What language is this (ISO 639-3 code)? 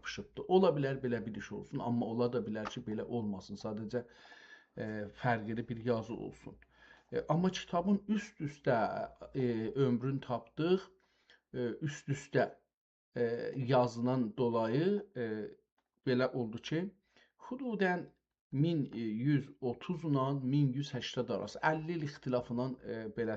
azb